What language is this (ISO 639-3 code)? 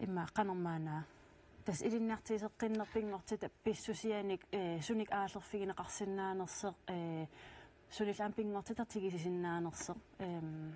kal